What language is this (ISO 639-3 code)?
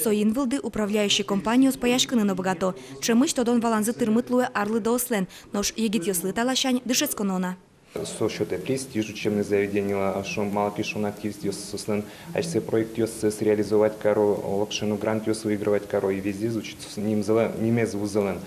udm